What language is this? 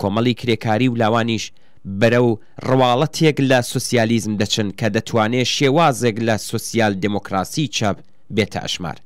Central Kurdish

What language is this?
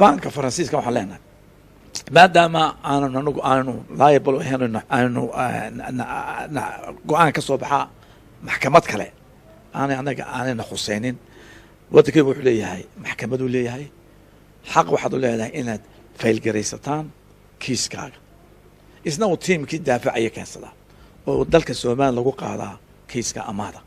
Somali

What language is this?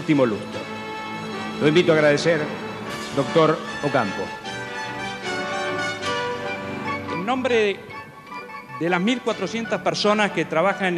Spanish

